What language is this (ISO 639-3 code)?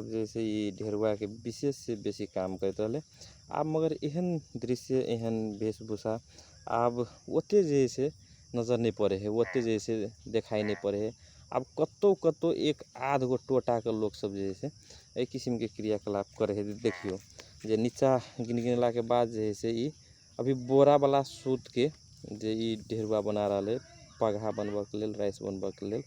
mag